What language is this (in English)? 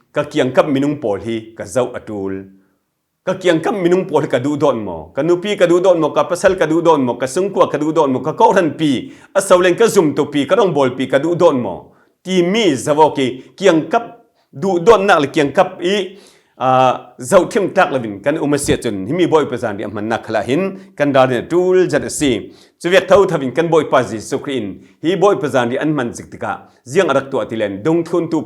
Falam Chin